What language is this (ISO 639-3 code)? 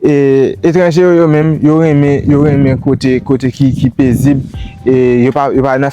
hat